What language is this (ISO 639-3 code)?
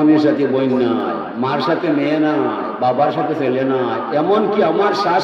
syl